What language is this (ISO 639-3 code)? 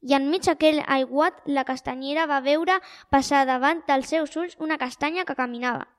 cat